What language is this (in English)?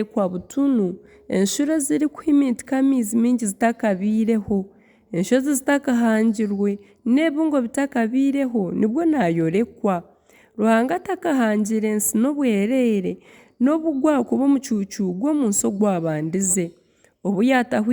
Nyankole